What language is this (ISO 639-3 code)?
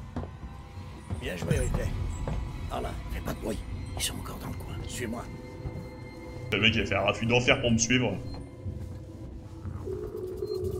fra